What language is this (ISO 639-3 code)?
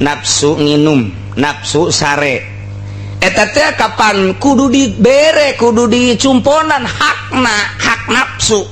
sun